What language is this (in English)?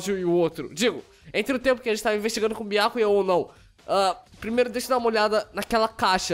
Portuguese